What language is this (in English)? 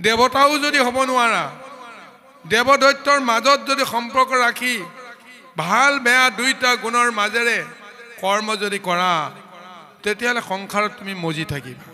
Assamese